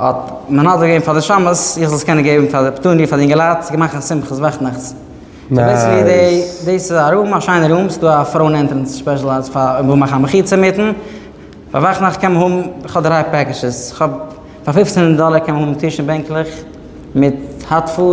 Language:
Yiddish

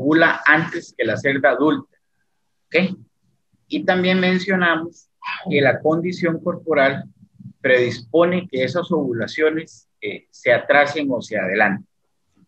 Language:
Spanish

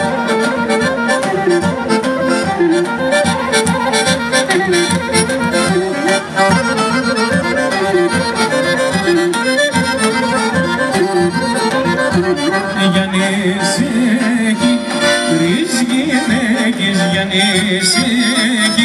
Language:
Greek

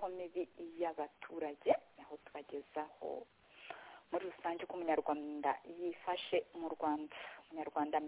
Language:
Kinyarwanda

